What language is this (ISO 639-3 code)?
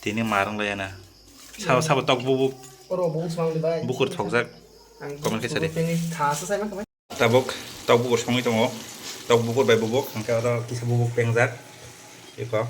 trp